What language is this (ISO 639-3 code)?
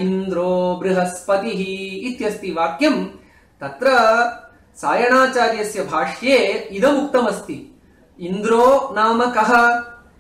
san